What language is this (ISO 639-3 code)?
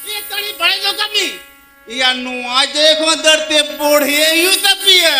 sat